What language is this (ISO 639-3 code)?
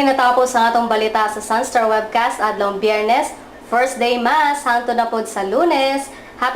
ceb